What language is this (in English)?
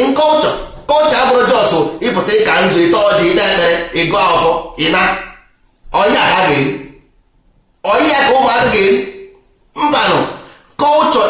Igbo